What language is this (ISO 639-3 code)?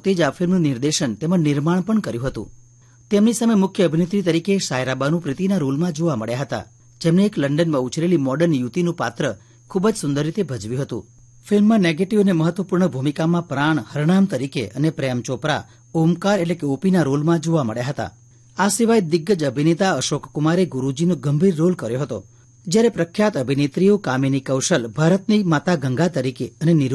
guj